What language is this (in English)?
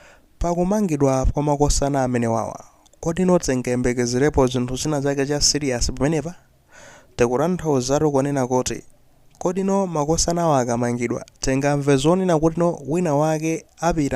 Nyanja